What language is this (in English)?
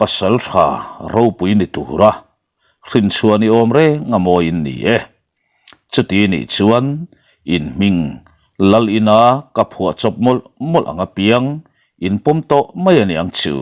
Mizo